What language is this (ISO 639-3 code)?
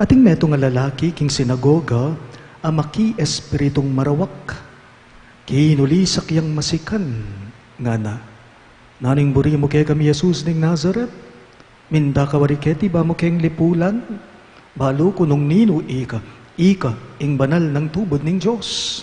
pam